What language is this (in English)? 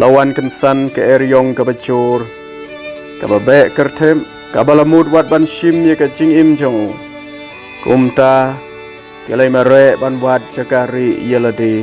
Khasi